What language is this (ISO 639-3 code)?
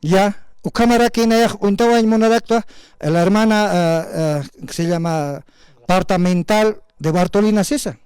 aym